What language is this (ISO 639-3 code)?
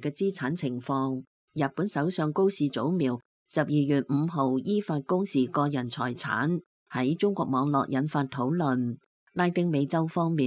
yue